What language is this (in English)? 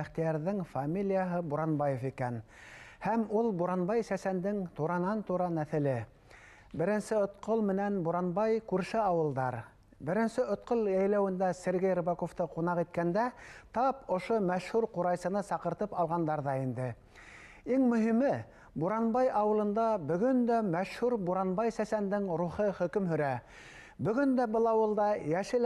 Bashkir